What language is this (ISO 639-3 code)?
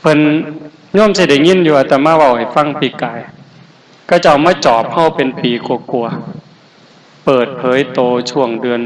lao